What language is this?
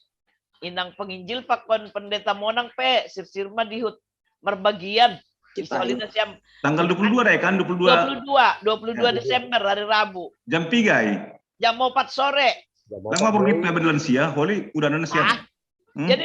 Batak Simalungun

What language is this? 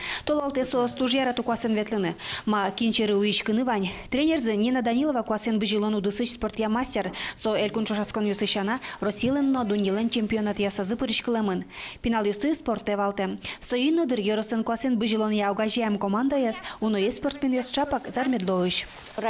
Udmurt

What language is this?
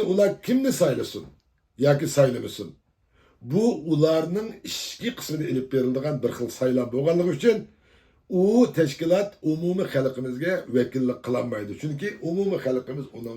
Uyghur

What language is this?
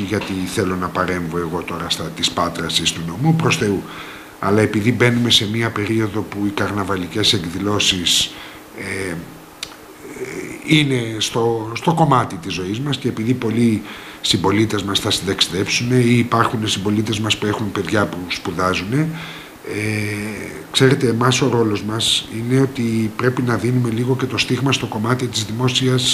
Greek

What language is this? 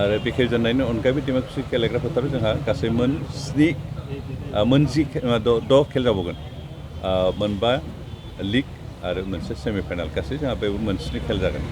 Bodo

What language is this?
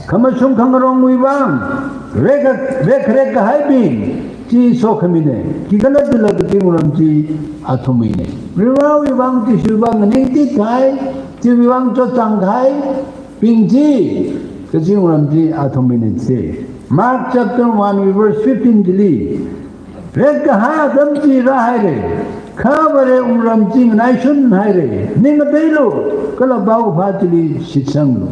Tangkhul Naga (India)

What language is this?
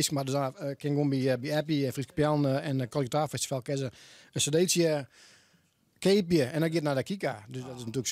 Western Frisian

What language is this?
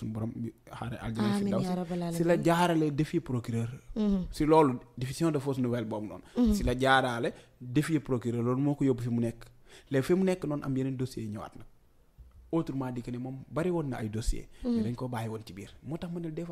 Wolof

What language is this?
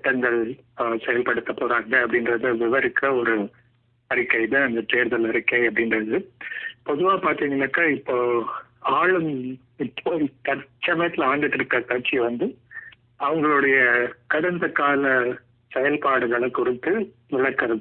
Tamil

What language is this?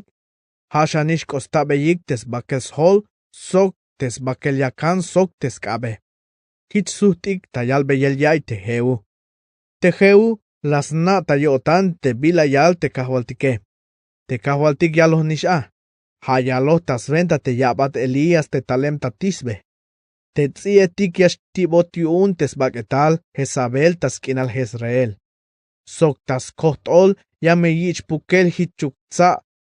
Tzeltal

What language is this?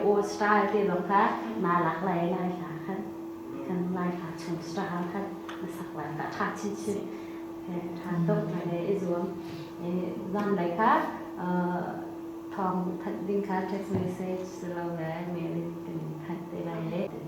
Hakha Chin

